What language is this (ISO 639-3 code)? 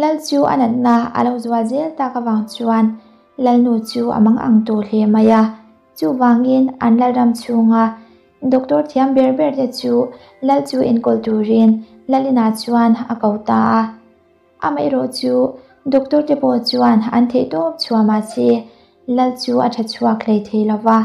lus